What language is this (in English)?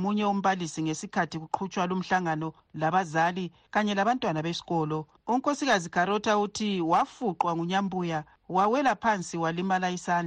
North Ndebele